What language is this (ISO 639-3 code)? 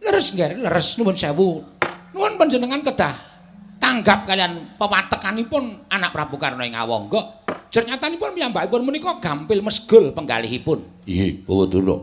jav